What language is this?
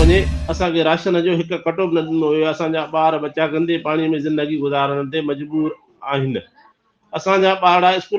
Sindhi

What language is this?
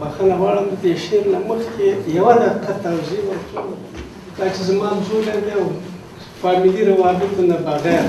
Pashto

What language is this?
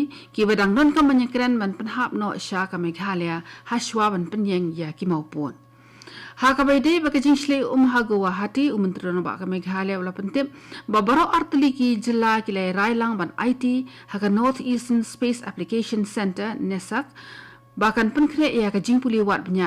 Khasi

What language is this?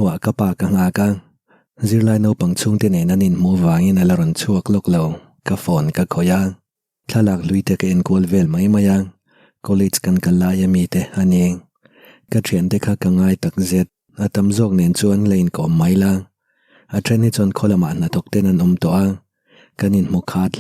Mizo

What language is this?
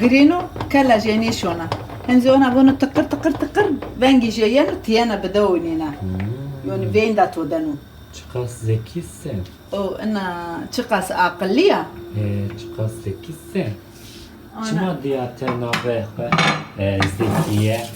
Zaza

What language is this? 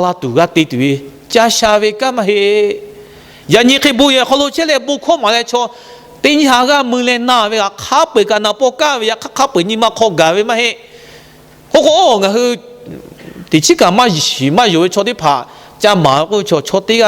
Lahu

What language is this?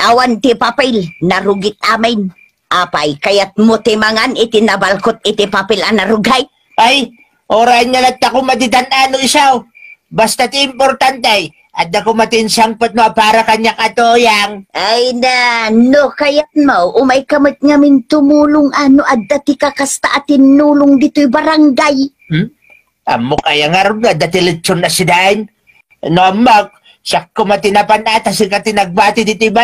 Iloko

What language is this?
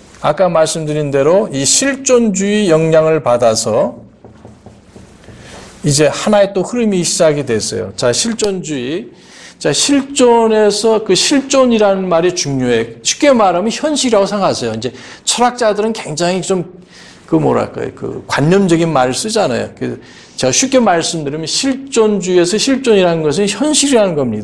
Korean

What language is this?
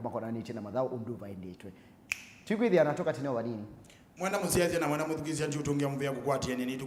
Kamba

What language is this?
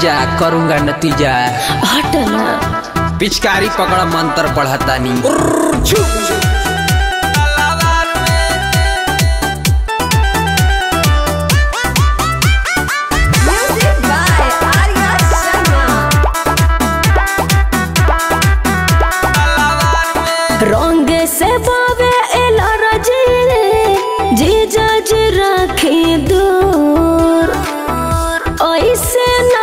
Bhojpuri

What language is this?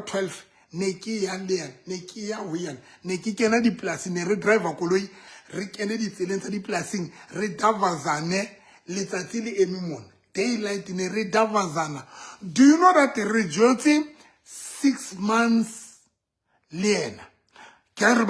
Southern Sotho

